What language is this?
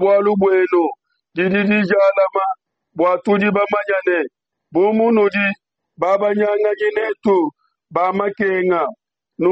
Luba-Lulua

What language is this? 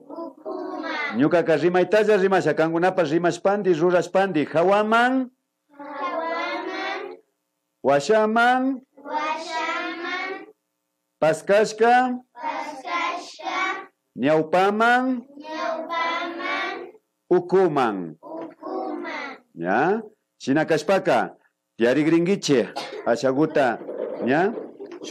Imbabura Highland Quichua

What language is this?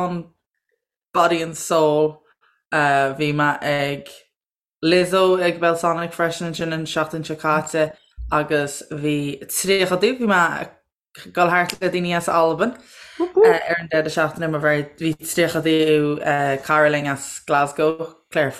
Irish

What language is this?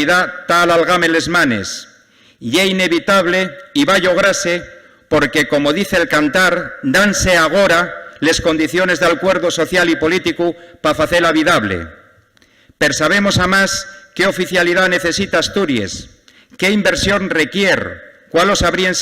Asturian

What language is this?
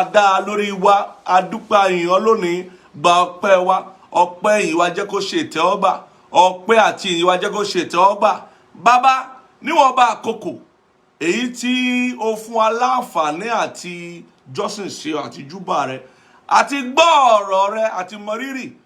Yoruba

